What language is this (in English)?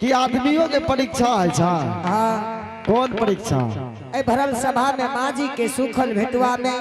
Angika